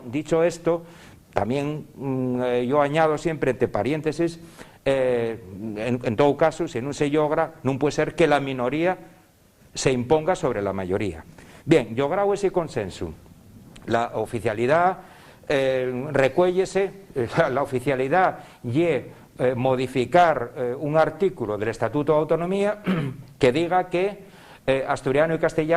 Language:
Asturian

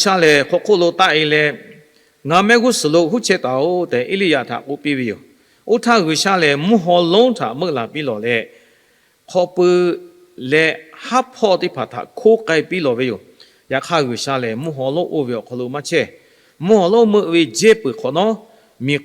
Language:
Lahu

